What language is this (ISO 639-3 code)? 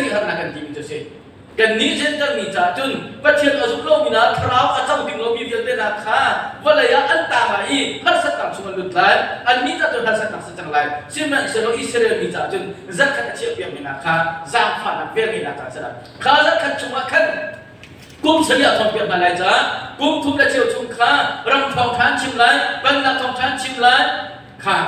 cnh